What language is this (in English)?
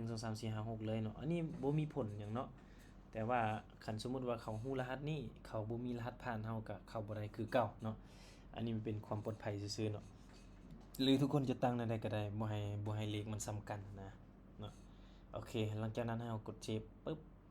Lao